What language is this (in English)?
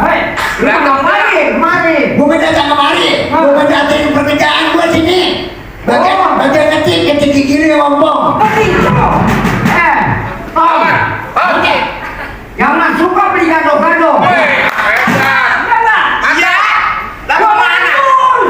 Betawi